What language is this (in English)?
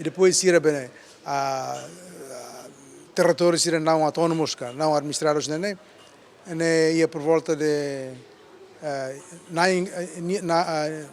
Tetum